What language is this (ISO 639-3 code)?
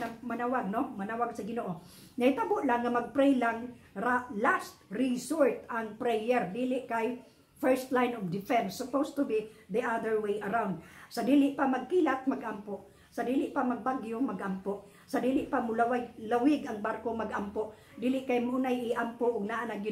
ceb